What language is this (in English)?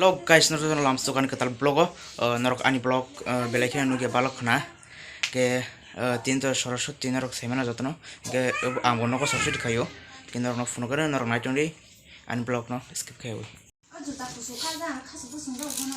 Kok Borok